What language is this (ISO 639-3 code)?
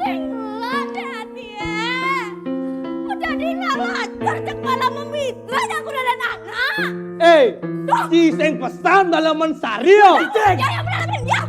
ban